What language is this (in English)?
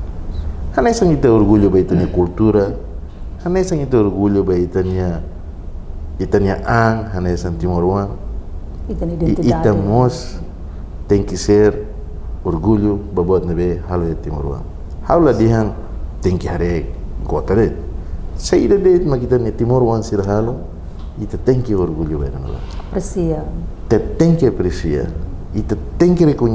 Tetum